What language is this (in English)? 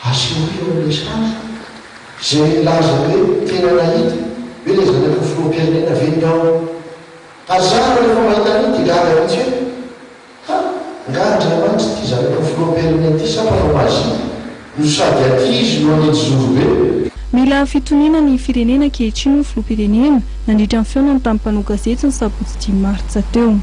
Malagasy